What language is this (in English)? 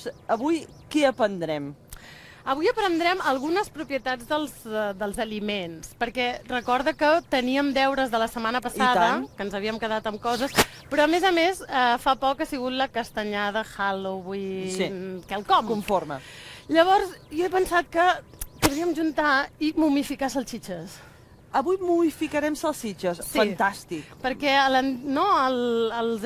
Catalan